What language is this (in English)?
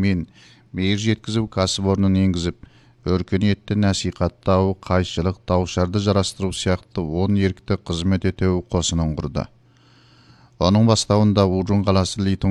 Kazakh